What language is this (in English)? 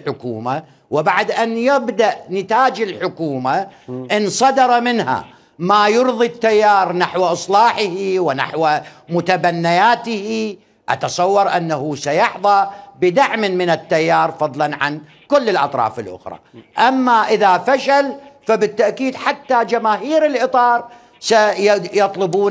Mesopotamian Arabic